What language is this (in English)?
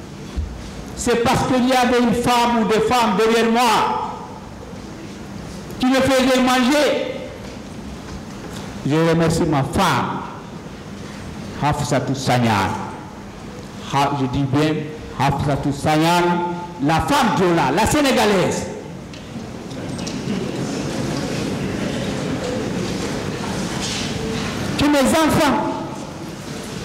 French